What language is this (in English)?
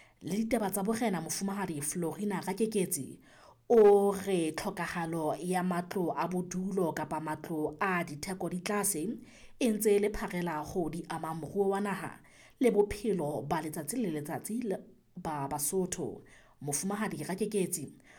Southern Sotho